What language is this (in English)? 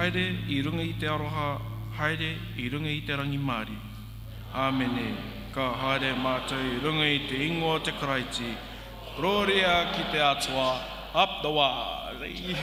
Māori